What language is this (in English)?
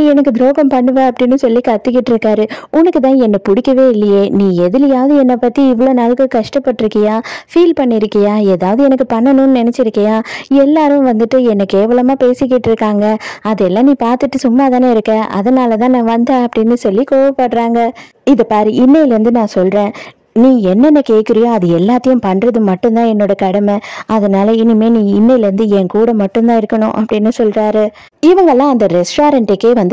Tamil